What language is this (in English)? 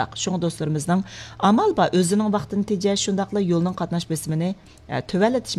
Uyghur